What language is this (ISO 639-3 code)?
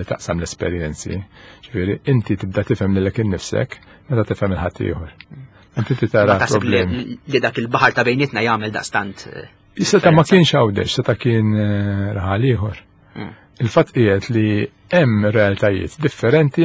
mlt